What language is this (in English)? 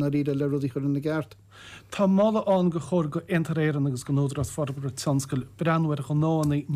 Irish